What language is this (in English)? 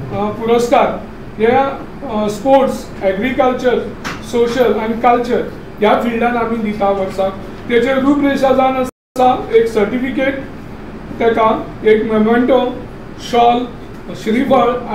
Konkani